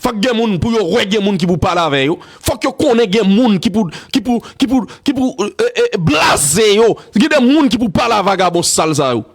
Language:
Haitian Creole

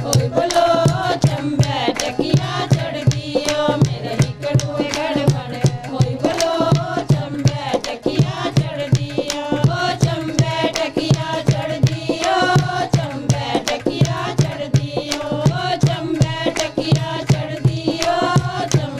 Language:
Dogri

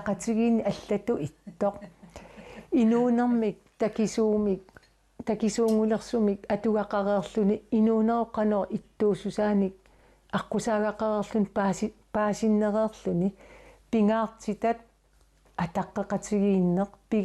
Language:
Kalaallisut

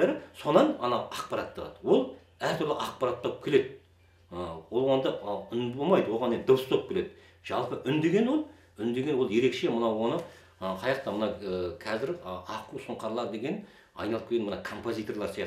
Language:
Kazakh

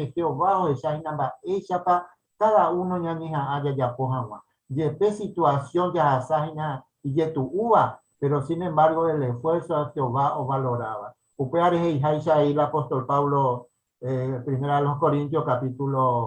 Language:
Guarani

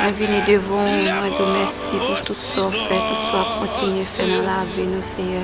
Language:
Haitian Creole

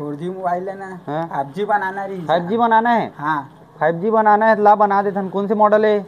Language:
Chhattisgarhi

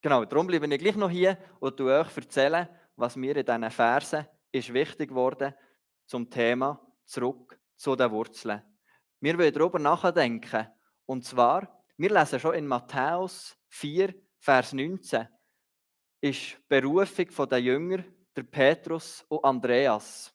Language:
Swiss German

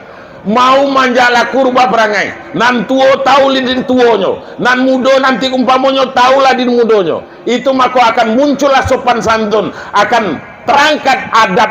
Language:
Minangkabau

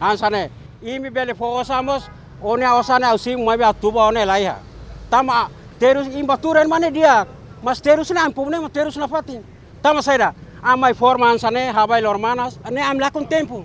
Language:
Tetum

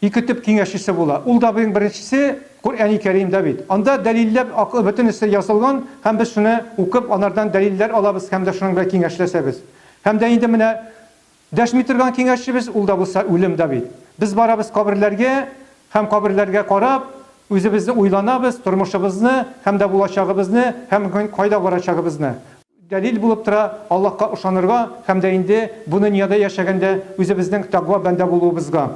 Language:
Tatar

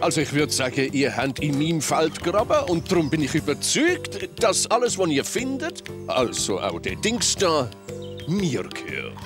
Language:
Swiss German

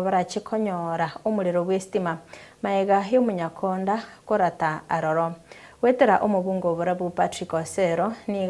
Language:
Gusii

